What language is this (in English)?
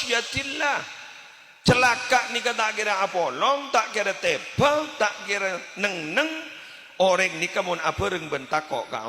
Madurese